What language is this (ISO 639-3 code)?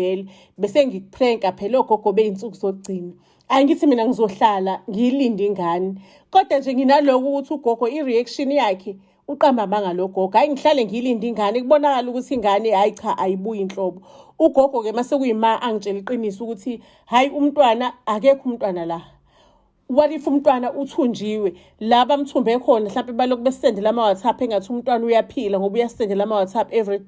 zul